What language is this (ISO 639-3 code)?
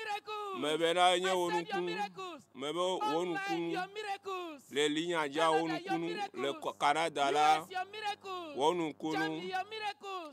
ewe